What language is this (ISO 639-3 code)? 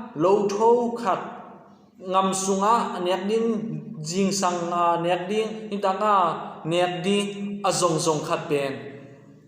ctd